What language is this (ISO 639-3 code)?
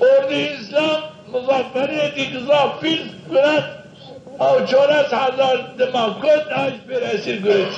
zza